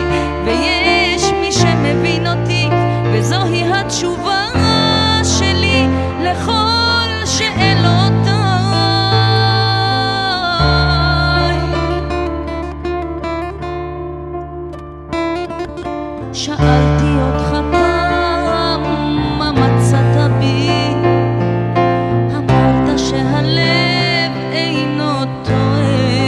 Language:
Hebrew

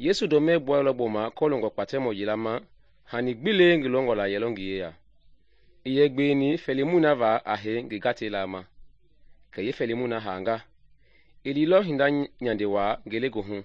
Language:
Mende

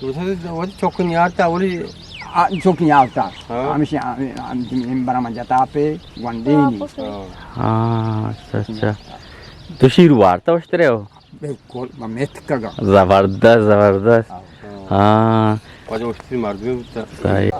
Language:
Eastern Balochi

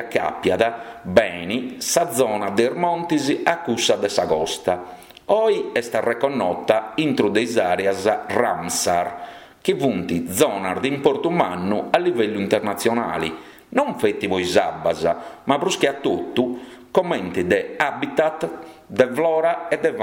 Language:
Sardinian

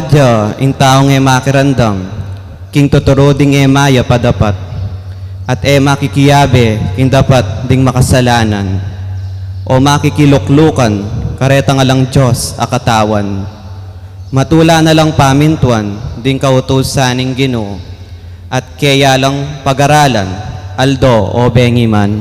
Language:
Pampanga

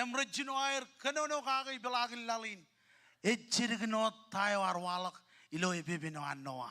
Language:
Marshallese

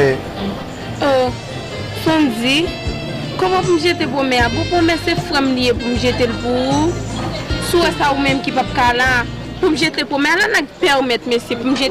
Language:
Haitian Creole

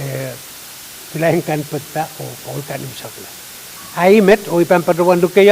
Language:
Pohnpeian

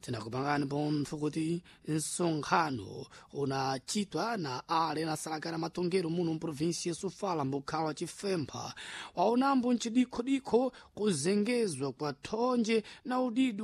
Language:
Sena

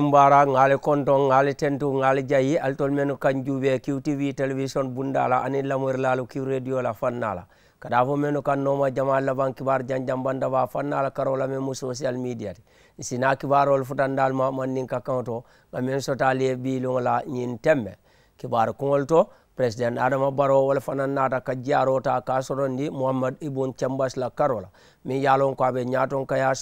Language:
Mandingo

